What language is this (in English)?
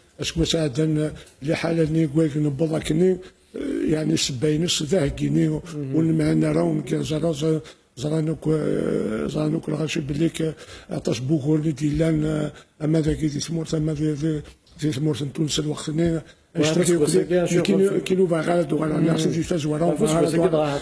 Kabyle